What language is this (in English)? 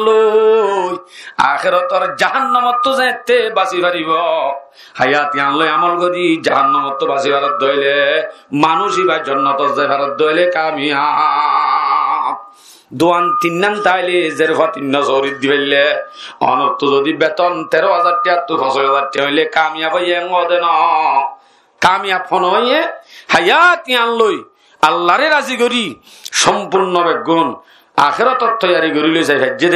Rohingya